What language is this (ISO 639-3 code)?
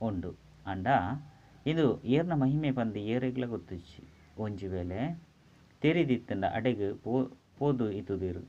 tcy